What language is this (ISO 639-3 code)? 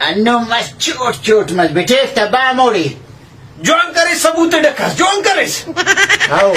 brh